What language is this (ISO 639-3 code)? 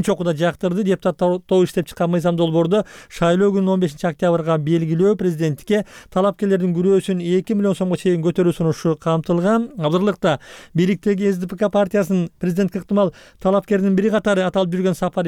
kir